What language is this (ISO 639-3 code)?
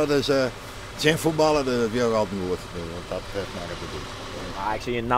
fry